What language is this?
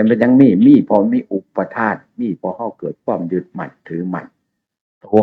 Northeastern Thai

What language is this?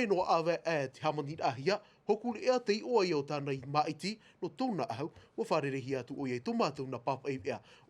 Tahitian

